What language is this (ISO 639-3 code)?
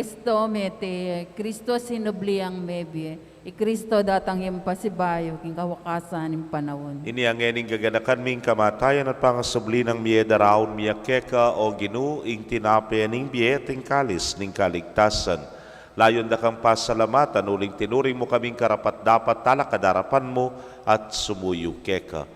pam